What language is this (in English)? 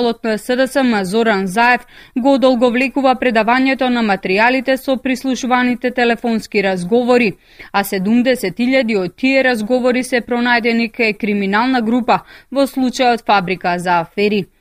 Macedonian